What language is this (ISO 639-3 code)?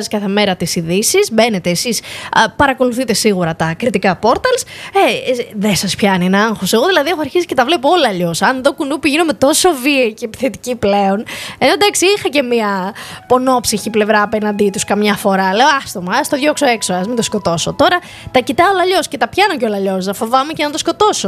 ell